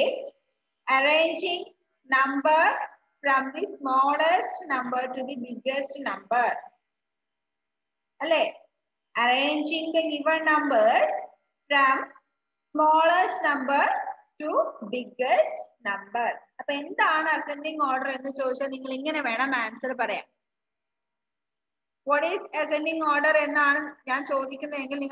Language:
Malayalam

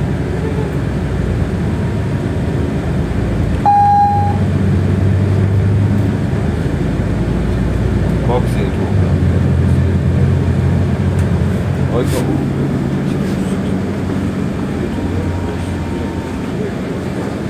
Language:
Finnish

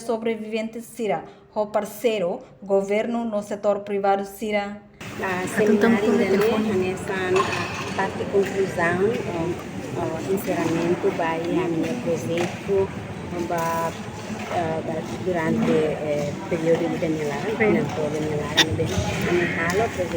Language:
Tetum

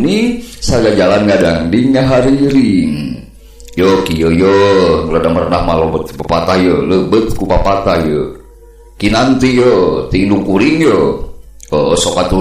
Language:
Sundanese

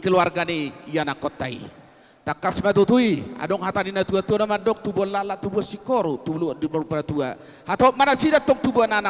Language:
Batak Toba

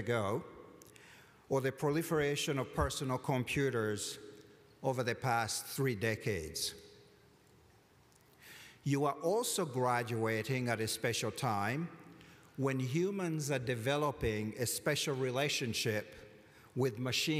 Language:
English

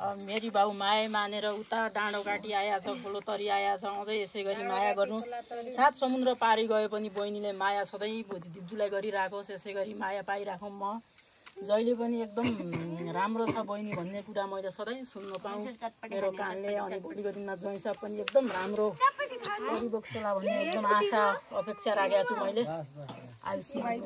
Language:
Nepali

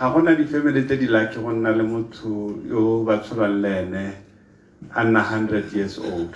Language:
Tswana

